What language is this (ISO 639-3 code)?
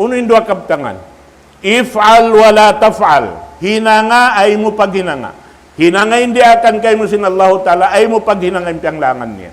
tsg